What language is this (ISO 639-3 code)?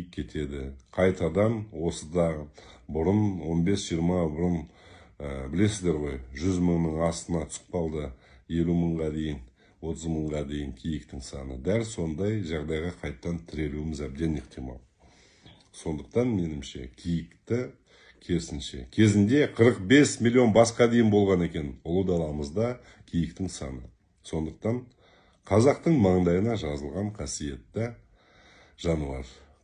kaz